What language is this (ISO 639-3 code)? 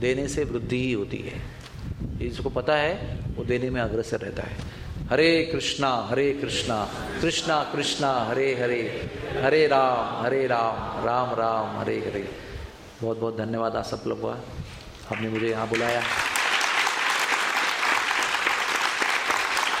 hin